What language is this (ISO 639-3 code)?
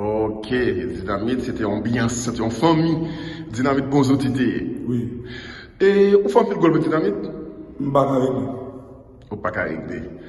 hat